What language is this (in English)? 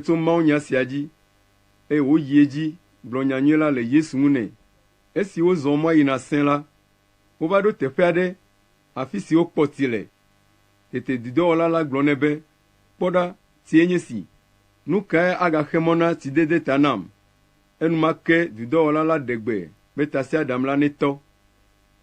Ewe